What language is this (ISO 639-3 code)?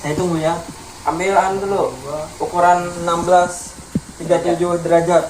bjn